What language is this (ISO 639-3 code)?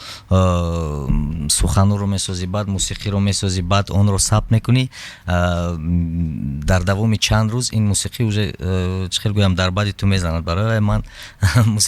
tgk